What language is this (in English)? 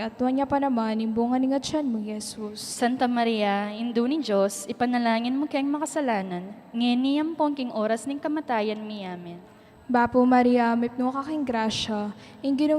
Pampanga